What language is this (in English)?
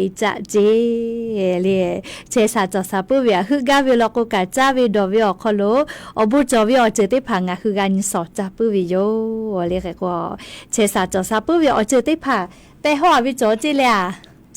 Lahu